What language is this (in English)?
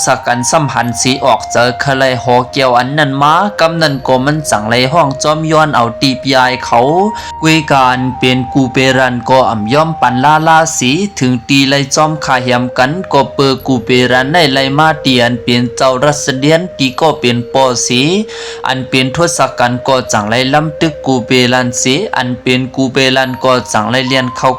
Shan